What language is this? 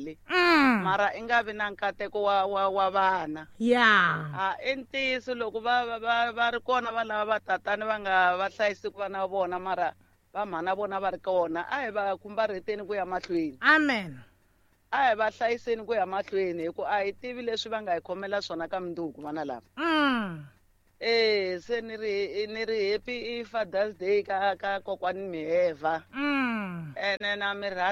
Tsonga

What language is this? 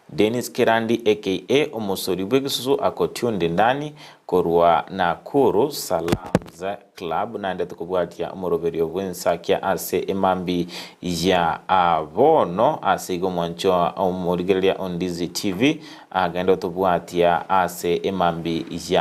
Gusii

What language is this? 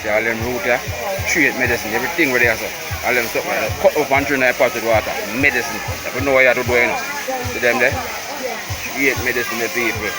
Jamaican Creole English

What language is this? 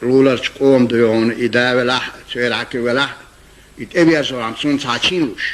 Chechen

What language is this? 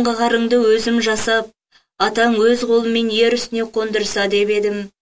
Kazakh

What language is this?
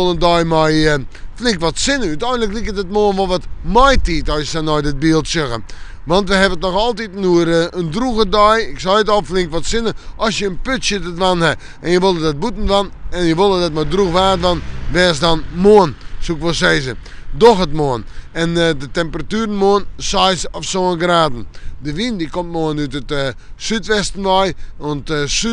Western Frisian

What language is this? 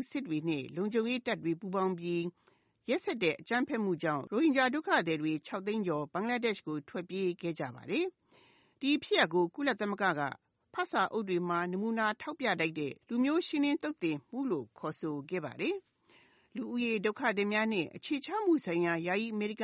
Burmese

